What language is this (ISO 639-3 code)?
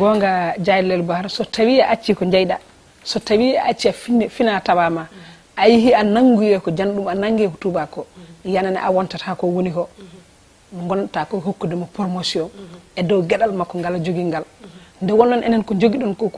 ful